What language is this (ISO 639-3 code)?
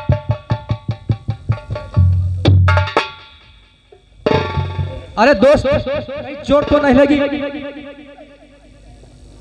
hin